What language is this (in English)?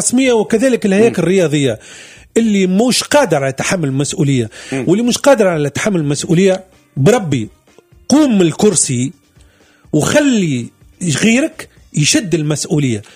Tunisian Arabic